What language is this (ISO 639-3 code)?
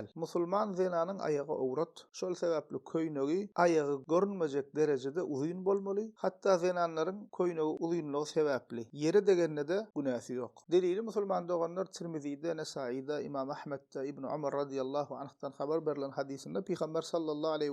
tuk